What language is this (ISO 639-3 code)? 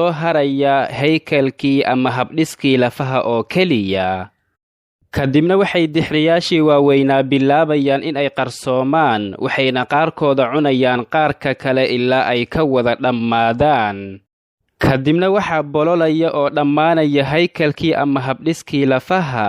som